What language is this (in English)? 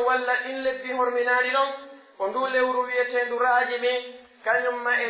Pular